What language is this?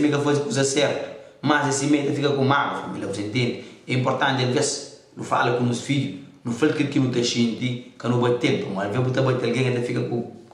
Kabuverdianu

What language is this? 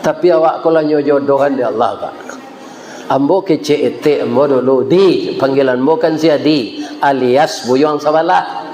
Minangkabau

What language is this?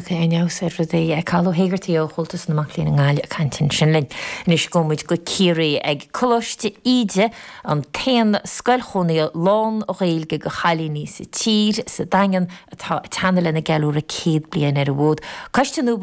Irish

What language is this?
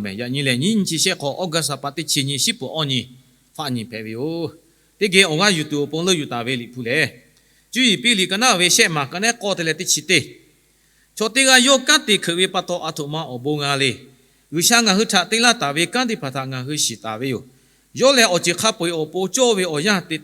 Lahu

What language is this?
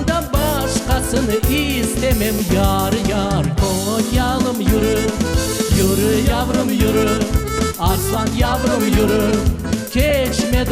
Crimean Tatar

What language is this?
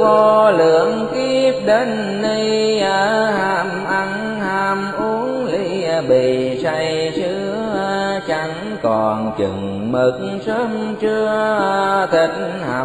Vietnamese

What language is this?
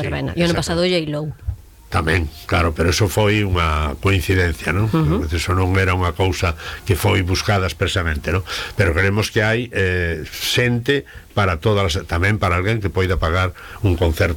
Galician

